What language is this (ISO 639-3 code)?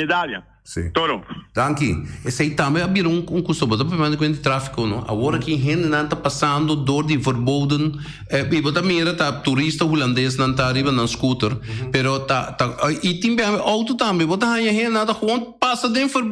pap